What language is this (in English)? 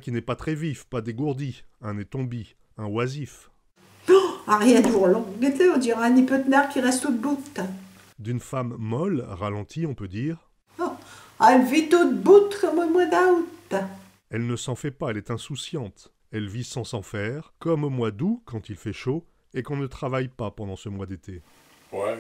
Picard